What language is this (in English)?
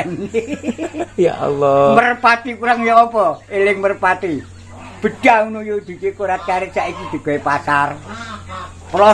Javanese